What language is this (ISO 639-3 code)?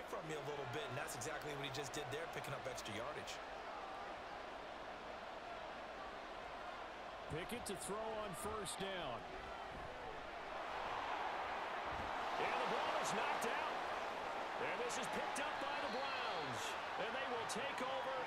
eng